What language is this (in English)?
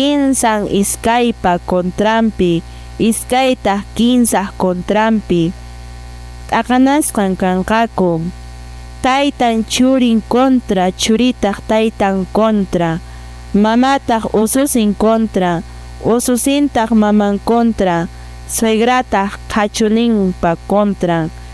Quechua